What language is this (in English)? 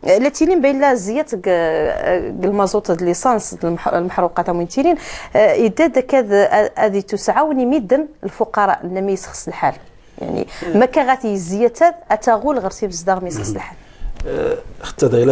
Moroccan Arabic